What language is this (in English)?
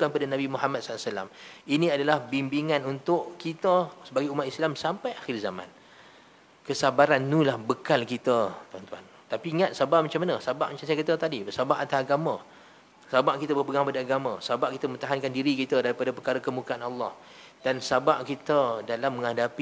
Malay